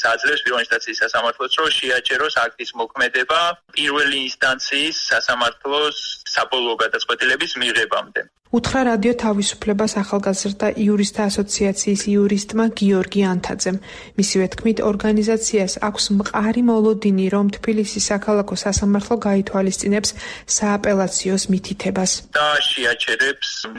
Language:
Georgian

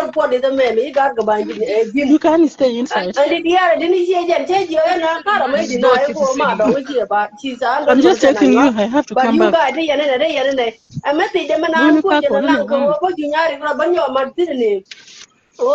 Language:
Nuer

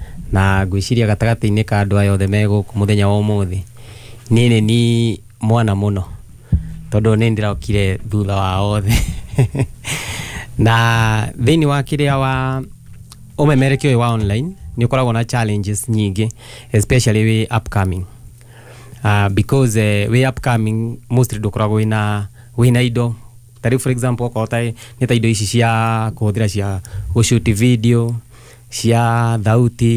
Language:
Kikuyu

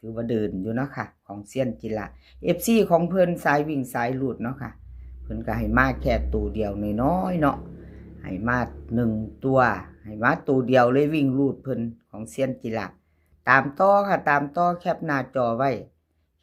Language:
Northeastern Thai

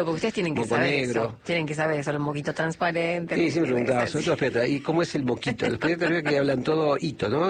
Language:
Spanish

